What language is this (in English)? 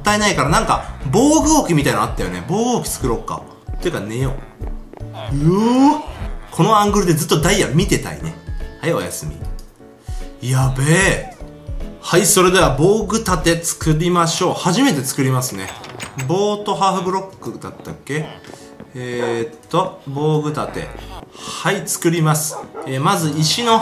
Japanese